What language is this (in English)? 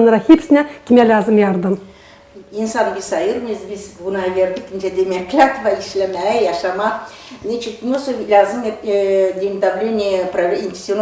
Gagauz